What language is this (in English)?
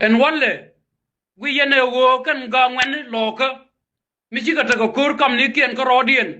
Nuer